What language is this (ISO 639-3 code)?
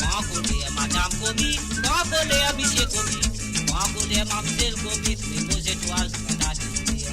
mfe